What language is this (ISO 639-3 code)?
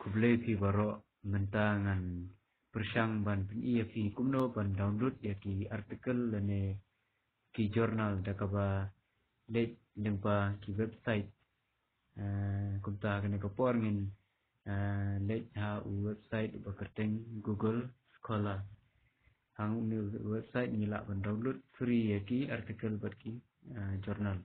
kha